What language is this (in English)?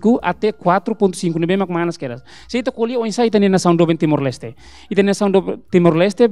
Tetum